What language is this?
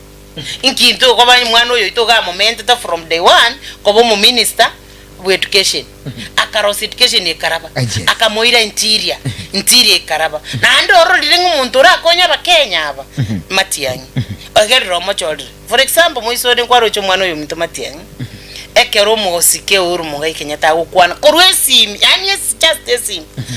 Gusii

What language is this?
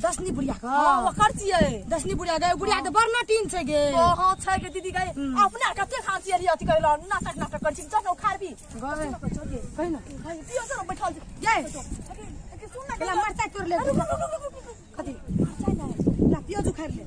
Maithili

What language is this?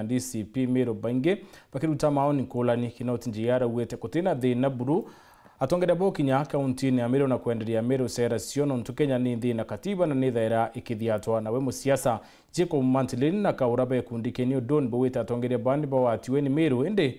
Meru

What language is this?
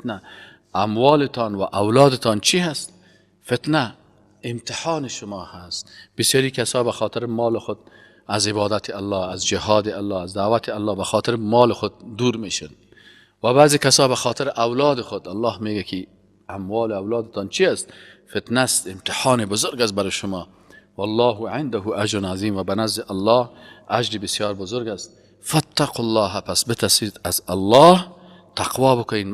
Persian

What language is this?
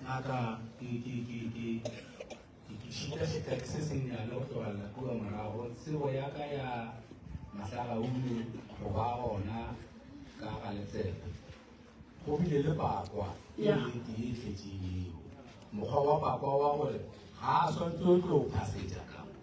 Northern Sotho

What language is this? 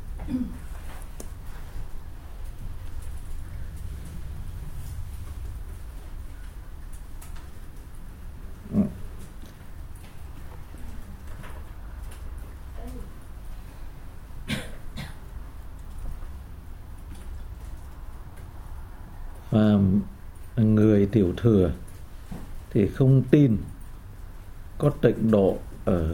Vietnamese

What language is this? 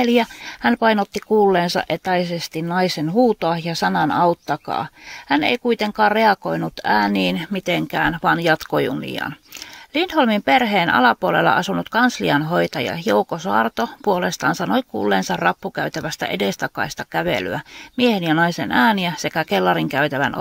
Finnish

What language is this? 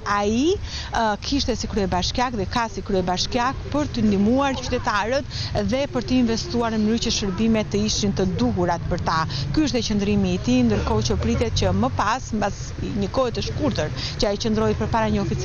Albanian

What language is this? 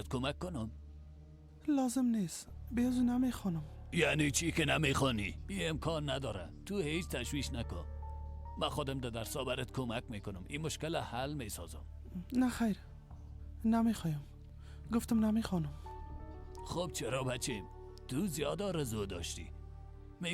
Persian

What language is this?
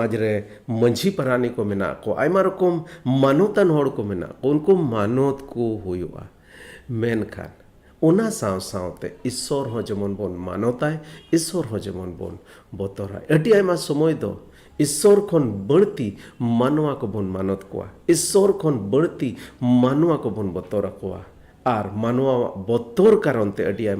Santali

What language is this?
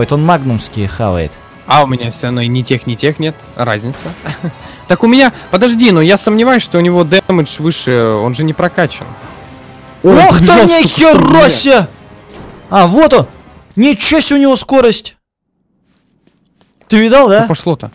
Russian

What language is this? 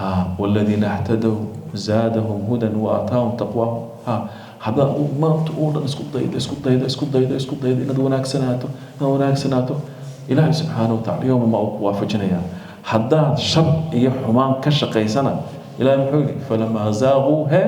Somali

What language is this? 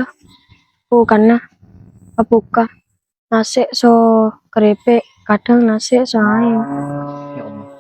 Madurese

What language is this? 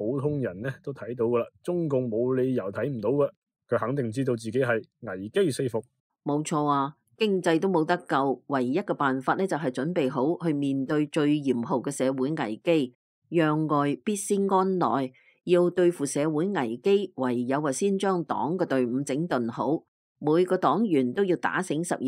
Cantonese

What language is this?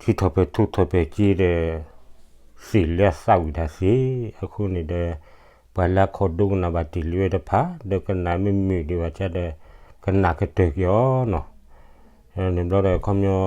S'gaw Karen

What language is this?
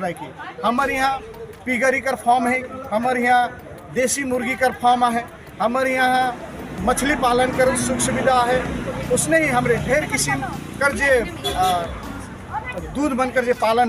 Sadri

